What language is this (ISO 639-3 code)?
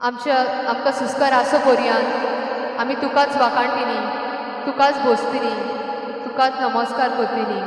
kok